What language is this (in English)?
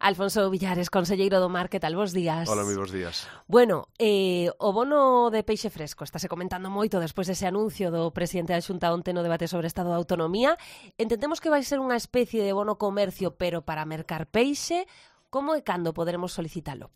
Galician